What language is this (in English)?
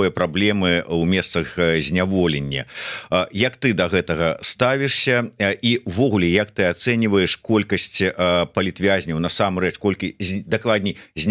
Belarusian